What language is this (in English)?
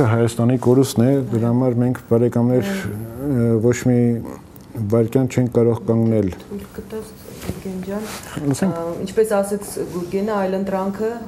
Armenian